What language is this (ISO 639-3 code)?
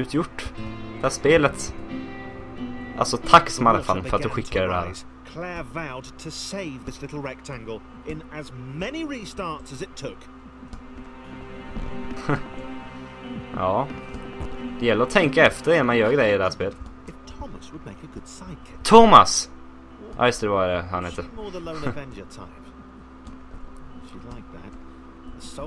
swe